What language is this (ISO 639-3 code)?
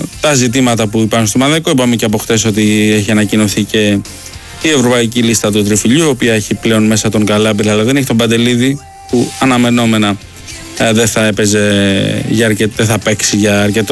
ell